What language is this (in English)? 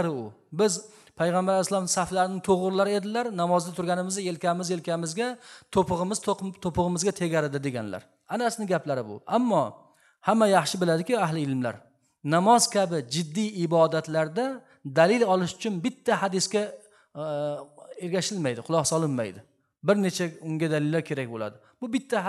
Uzbek